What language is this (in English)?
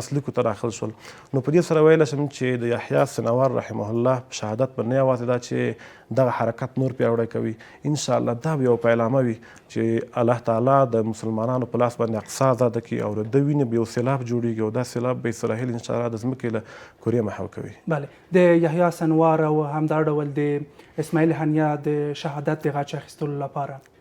Pashto